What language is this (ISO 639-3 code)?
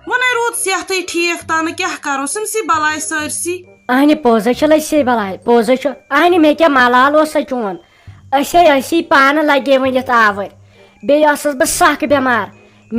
kas